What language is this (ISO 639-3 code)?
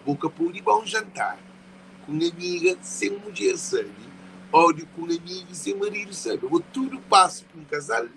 kea